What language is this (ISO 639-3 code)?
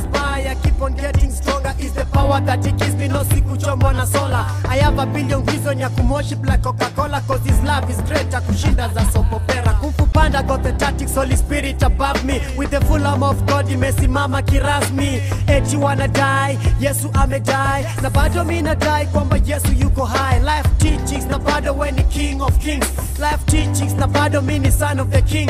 swa